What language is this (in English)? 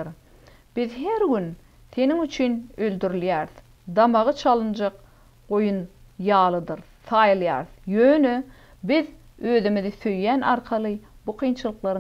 Turkmen